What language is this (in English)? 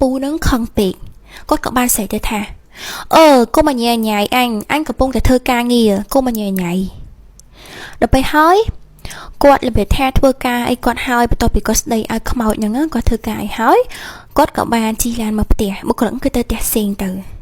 Khmer